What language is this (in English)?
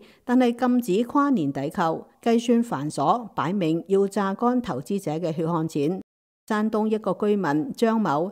Cantonese